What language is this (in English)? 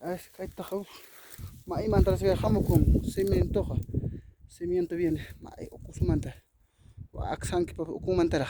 Ayacucho Quechua